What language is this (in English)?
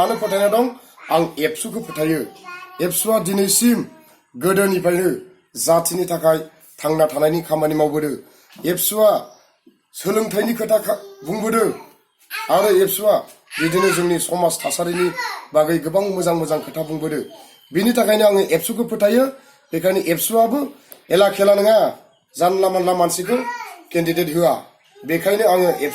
Bodo